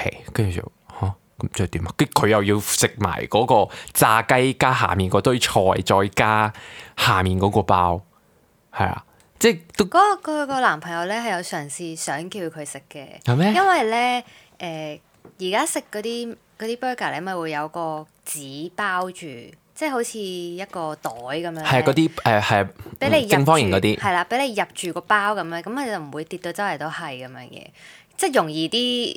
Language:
Cantonese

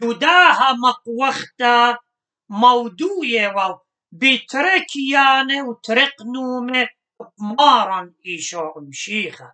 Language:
Assyrian Neo-Aramaic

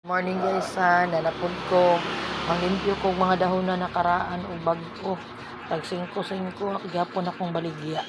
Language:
Cebuano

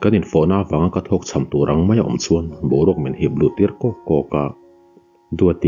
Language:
Mizo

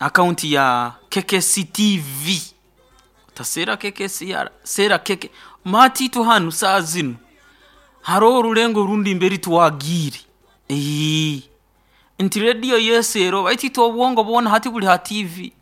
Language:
Nyoro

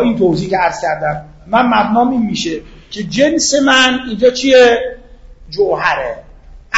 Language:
Persian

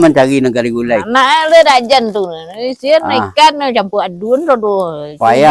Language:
Minangkabau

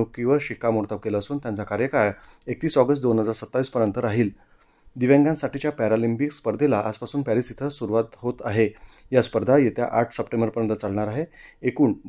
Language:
Marathi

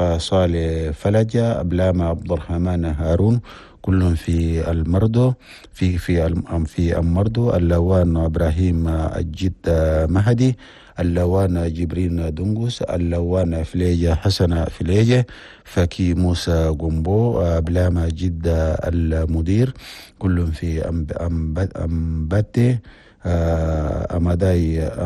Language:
Chadian Arabic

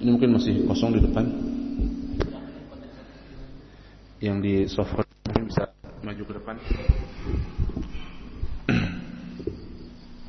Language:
Indonesian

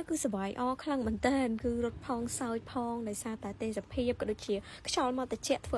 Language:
Khmer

